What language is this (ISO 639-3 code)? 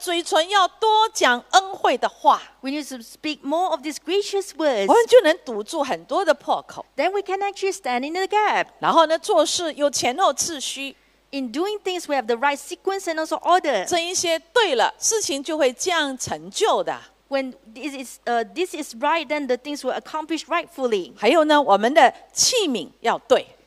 zho